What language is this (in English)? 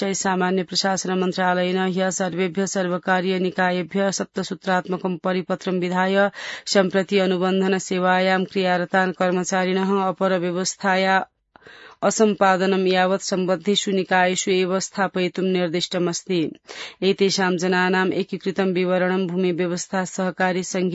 Sanskrit